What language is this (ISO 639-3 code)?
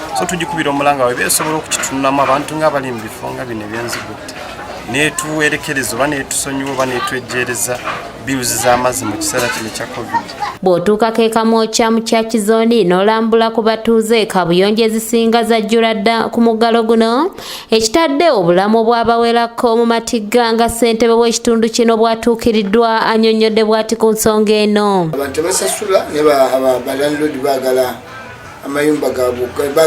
lug